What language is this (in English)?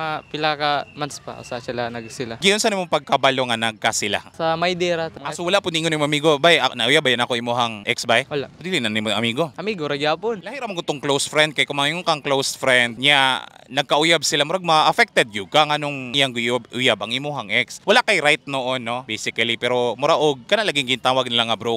Cebuano